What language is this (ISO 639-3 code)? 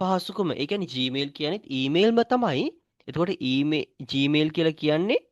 sin